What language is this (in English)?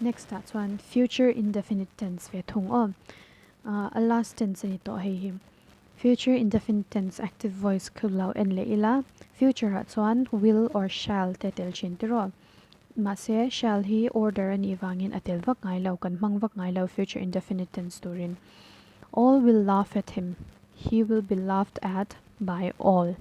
Mizo